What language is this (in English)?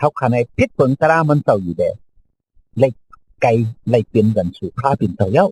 Shan